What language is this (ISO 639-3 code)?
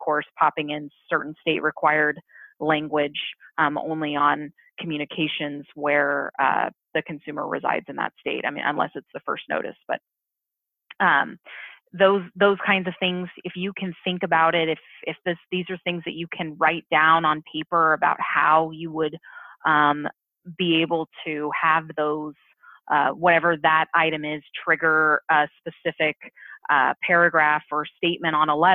eng